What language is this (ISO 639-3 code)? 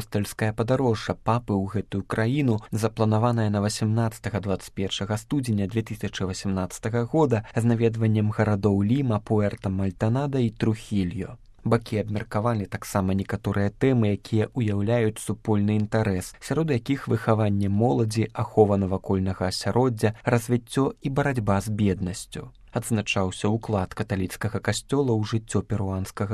bel